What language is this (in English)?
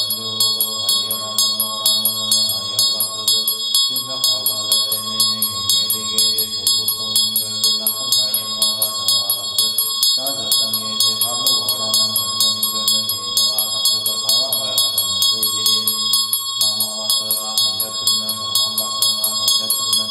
Tuvinian